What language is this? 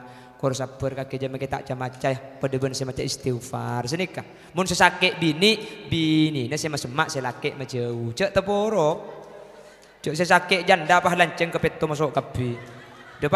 Madurese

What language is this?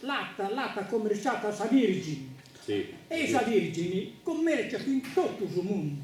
Sardinian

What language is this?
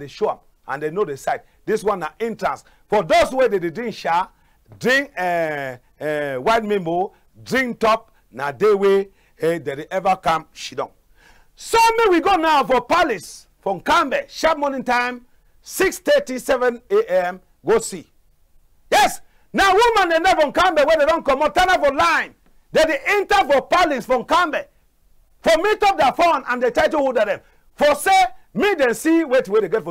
Cameroon Pidgin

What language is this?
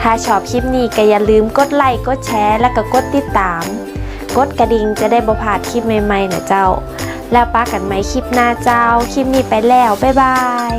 Northern Thai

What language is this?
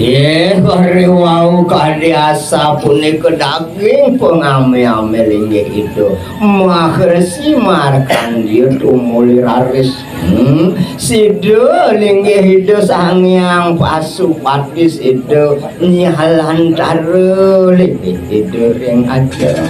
Balinese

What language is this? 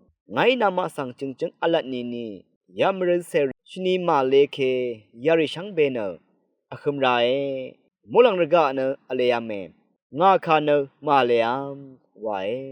Rawang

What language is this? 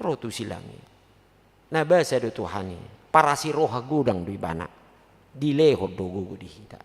Batak Toba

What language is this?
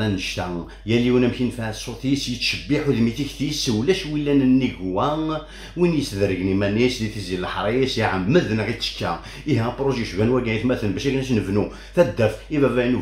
Kabyle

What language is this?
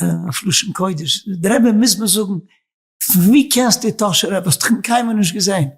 Yiddish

